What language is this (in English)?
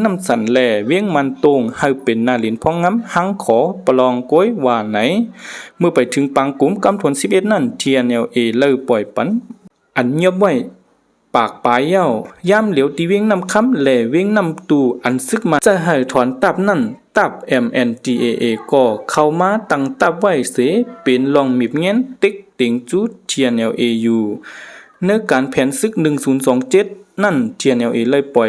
Shan